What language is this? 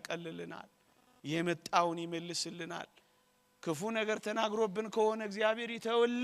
Amharic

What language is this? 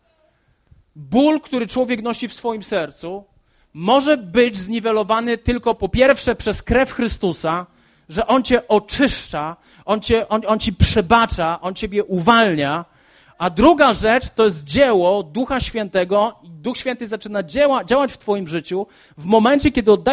Polish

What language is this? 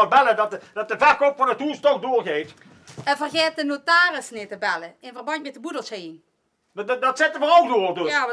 Limburgish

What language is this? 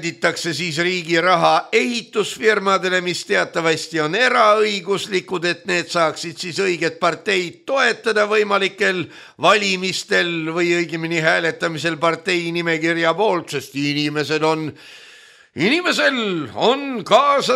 Estonian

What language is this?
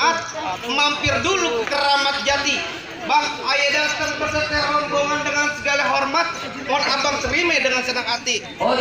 Betawi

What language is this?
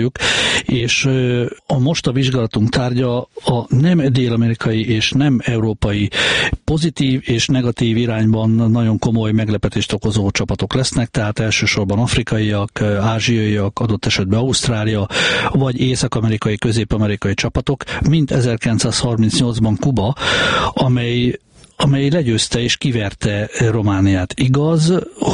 Hungarian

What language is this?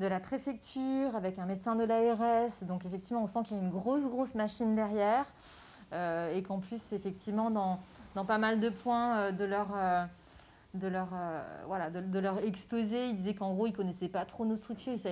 French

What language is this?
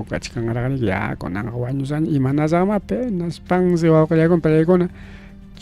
Ayacucho Quechua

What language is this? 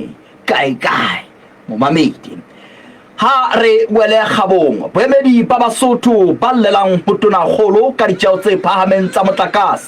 Southern Sotho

